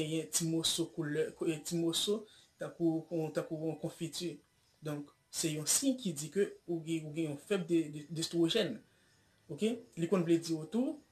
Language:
Haitian Creole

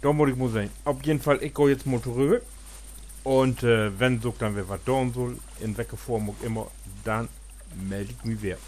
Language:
Low German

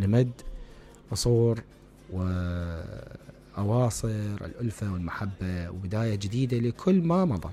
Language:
Mesopotamian Arabic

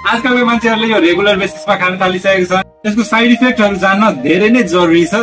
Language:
Nepali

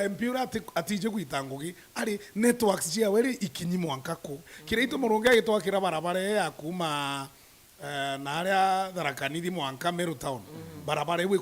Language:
Meru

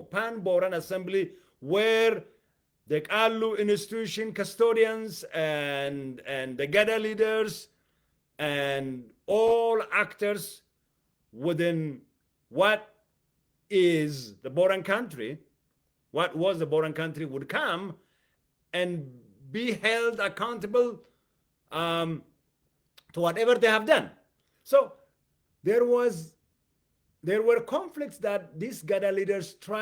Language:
English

